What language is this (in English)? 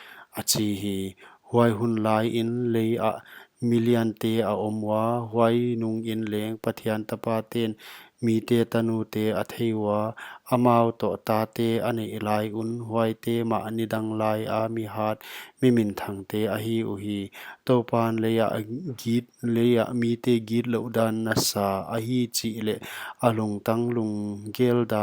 Paite Chin